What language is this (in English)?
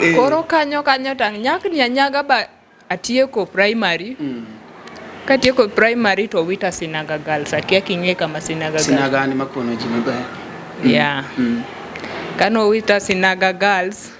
Luo (Kenya and Tanzania)